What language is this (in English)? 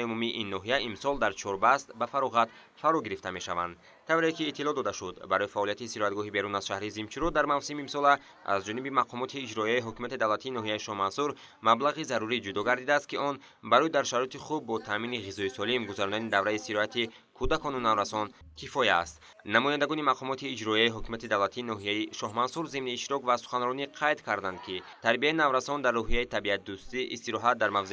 Tajik